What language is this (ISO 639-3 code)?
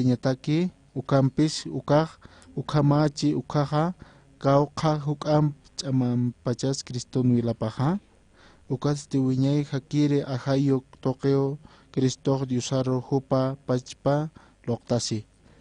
aym